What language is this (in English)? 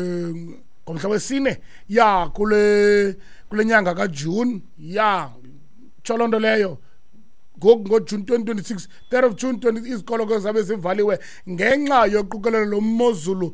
Xhosa